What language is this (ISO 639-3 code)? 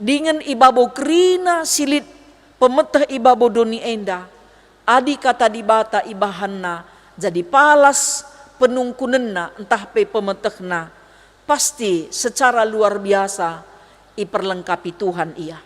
btx